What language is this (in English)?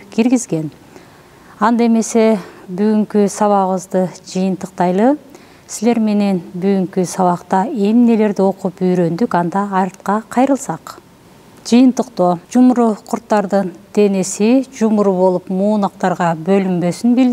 Kyrgyz